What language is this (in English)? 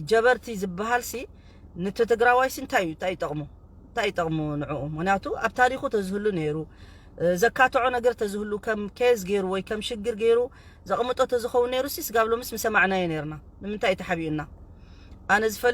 Tigrinya